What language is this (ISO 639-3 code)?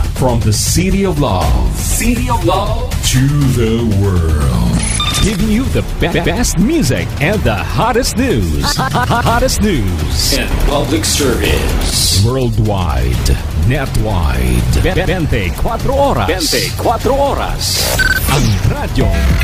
hil